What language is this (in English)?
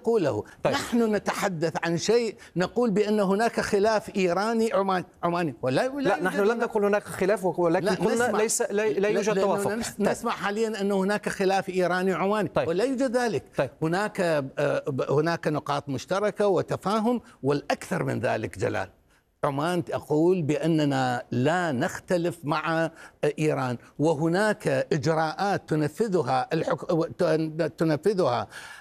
Arabic